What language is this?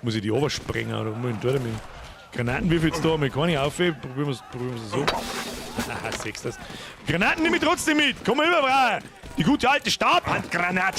Bavarian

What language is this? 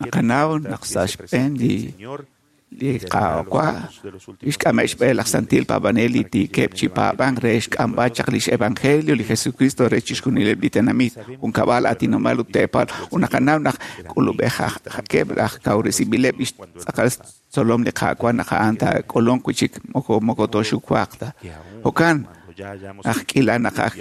Kekchí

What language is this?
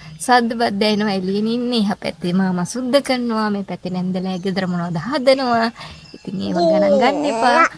Sinhala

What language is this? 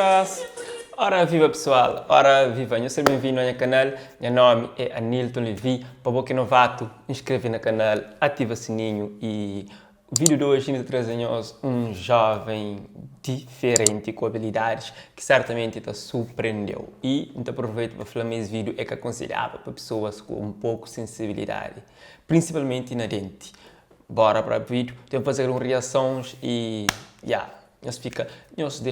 Kabuverdianu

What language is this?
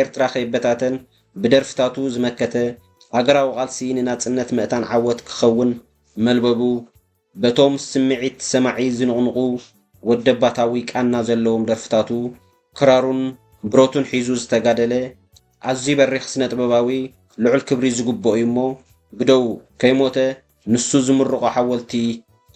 Tigrinya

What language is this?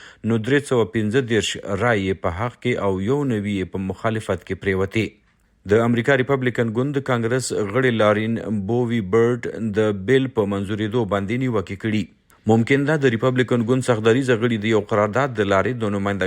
Pashto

